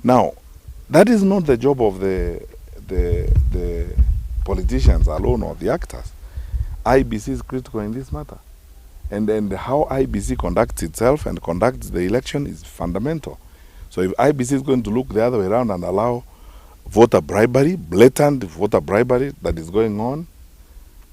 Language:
Gusii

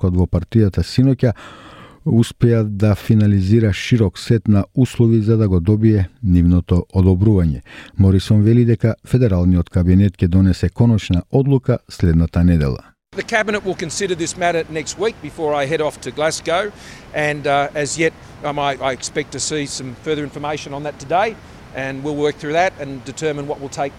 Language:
Macedonian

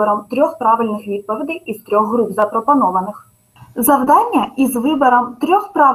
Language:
Ukrainian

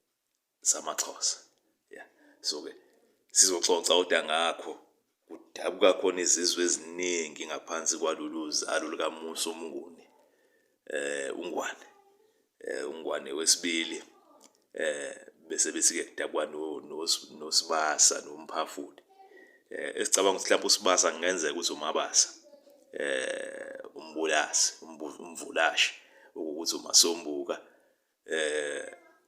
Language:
Zulu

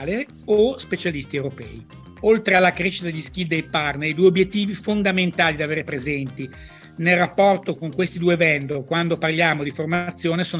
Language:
Italian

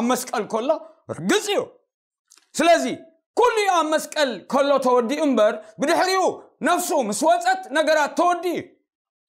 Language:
Tigrinya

